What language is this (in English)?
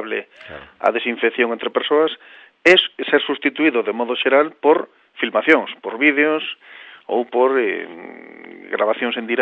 Galician